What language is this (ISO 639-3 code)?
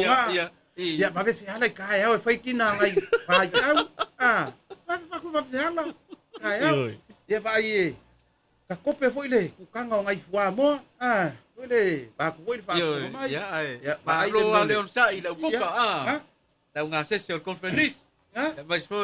smo